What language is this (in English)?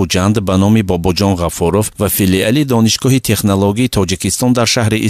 Tajik